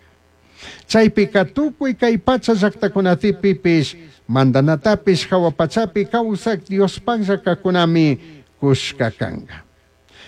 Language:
Chimborazo Highland Quichua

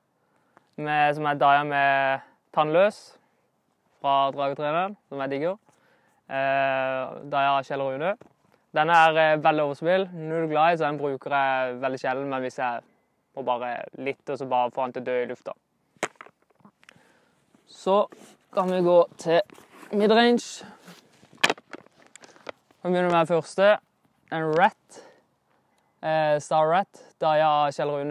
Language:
Norwegian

